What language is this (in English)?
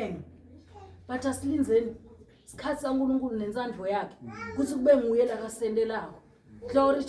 Zulu